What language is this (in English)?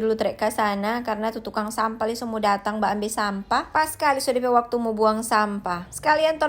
Manado Malay